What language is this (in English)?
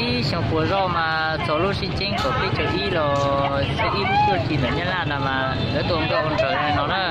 Hmong